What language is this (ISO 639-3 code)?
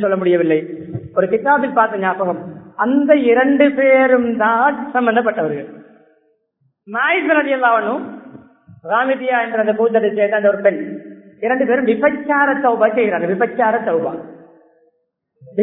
tam